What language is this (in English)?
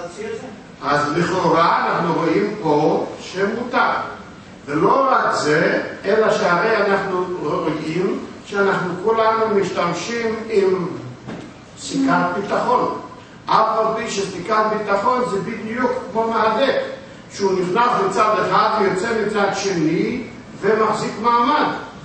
Hebrew